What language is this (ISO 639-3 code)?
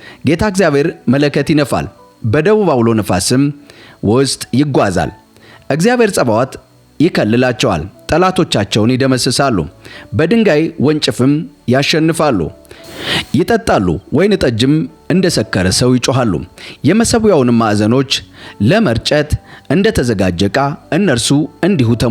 amh